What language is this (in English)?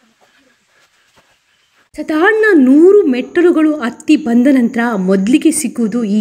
Kannada